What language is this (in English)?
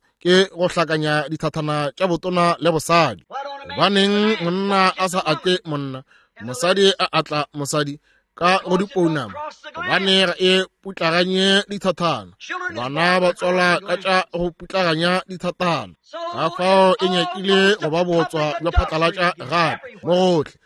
Northern Sotho